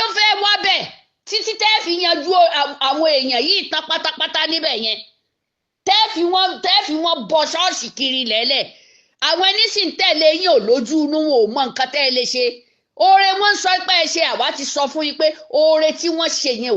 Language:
Yoruba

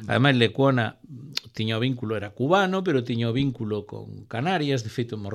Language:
Galician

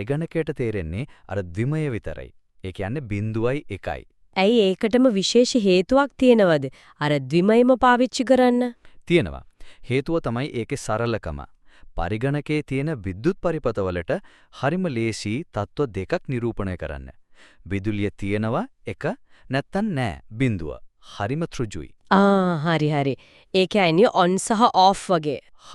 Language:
Sinhala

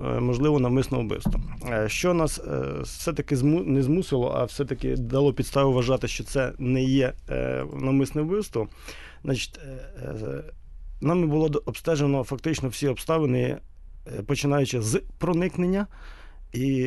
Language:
Ukrainian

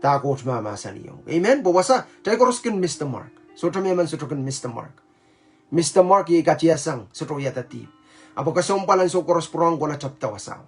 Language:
Pohnpeian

